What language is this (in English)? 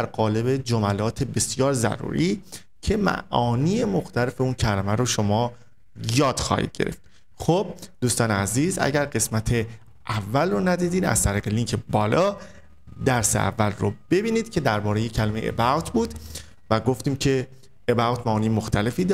Persian